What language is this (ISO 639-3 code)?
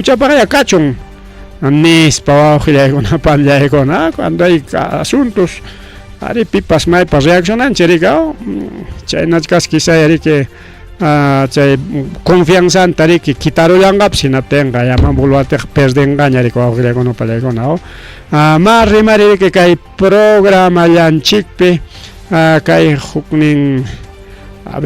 quy